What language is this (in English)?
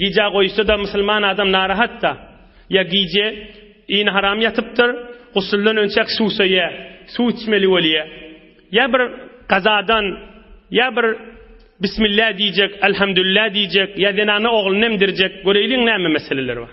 Turkmen